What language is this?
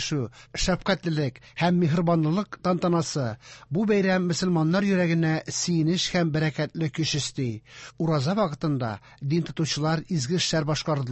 Tatar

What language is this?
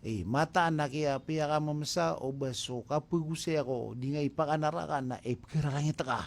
Maranao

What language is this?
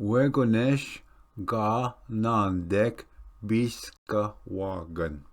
Ojibwa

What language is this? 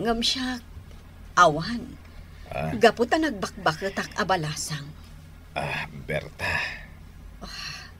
Iloko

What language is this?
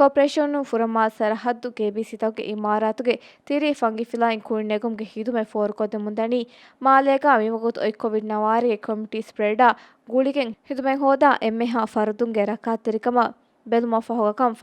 Divehi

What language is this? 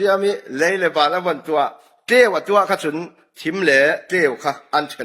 Falam Chin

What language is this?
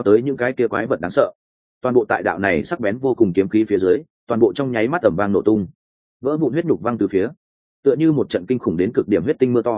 Vietnamese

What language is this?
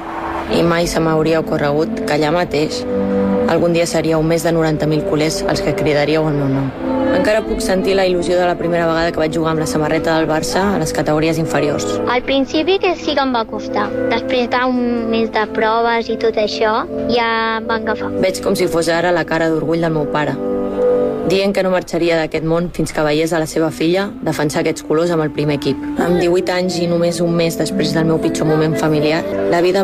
Catalan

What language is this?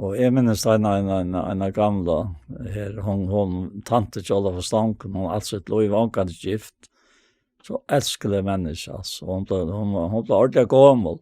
Faroese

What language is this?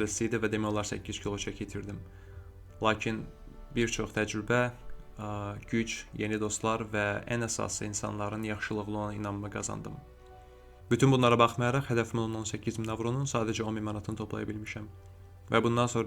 Azerbaijani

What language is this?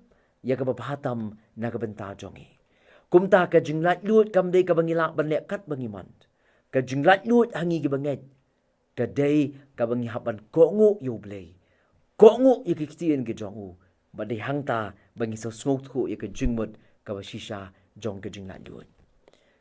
Khasi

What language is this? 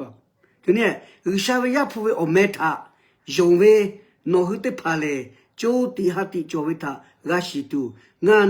Lahu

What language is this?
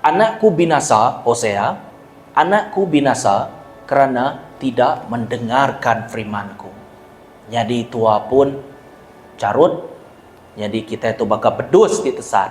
Iban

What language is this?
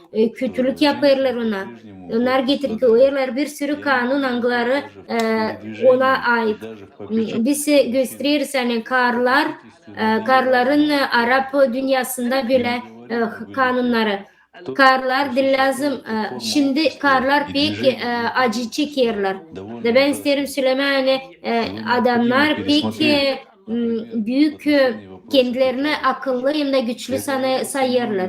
Gagauz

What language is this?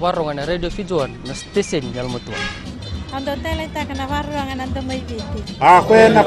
Fijian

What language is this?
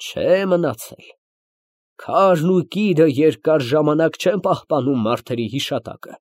Armenian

